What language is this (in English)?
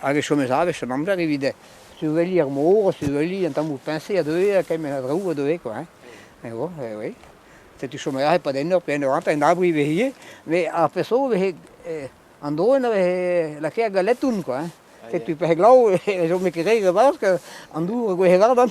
Breton